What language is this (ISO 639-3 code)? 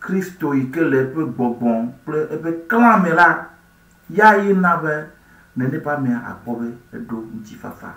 ewe